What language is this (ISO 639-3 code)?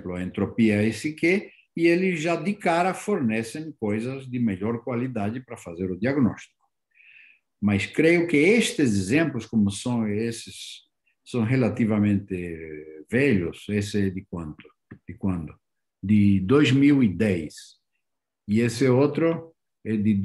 por